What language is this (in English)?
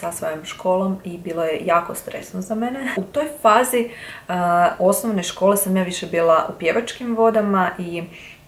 Croatian